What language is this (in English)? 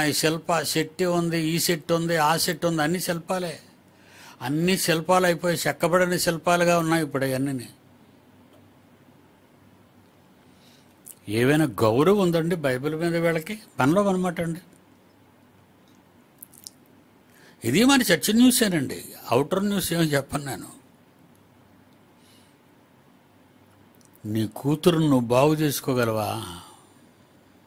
Telugu